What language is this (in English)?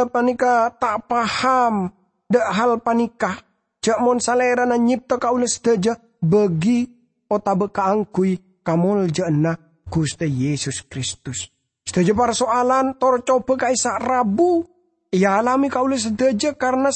Madurese